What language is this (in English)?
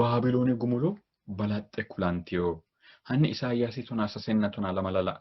Sidamo